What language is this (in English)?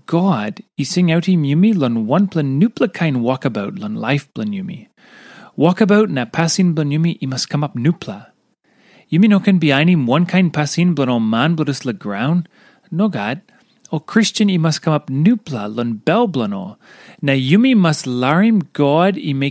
Tok Pisin